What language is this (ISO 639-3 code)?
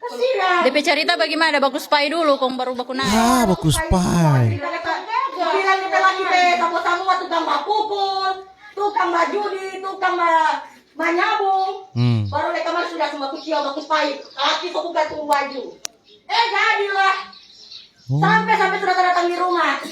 xmm